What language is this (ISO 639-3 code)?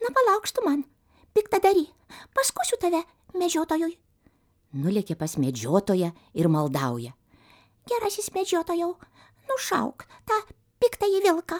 lit